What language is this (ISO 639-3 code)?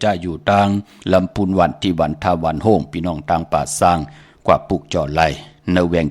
shn